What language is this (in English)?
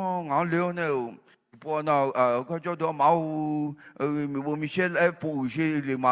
Akha